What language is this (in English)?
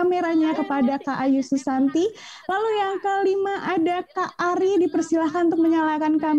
Indonesian